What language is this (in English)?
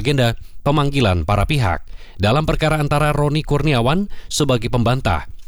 Indonesian